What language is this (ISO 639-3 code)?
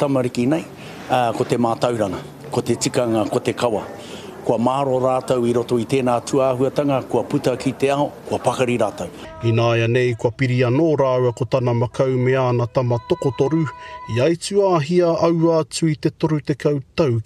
mri